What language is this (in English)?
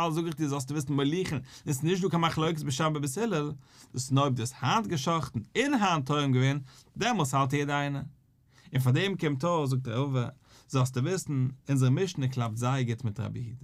Yiddish